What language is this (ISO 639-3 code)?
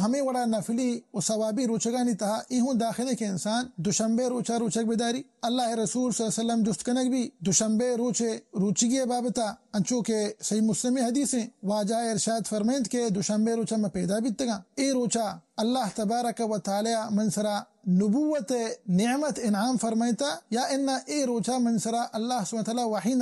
bal